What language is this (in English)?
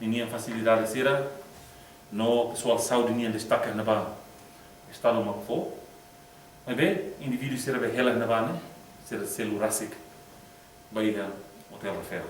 Tetum